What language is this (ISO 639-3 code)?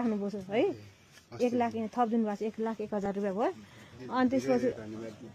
nep